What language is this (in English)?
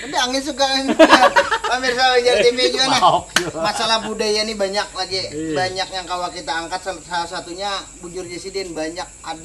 Banjar